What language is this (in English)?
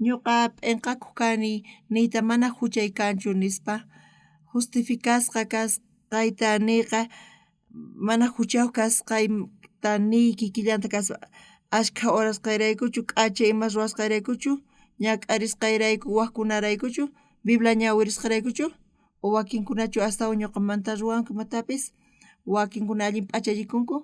South Bolivian Quechua